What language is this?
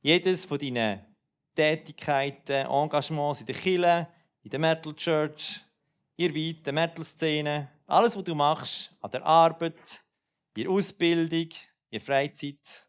Swiss German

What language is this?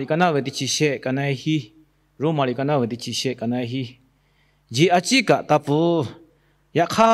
Lahu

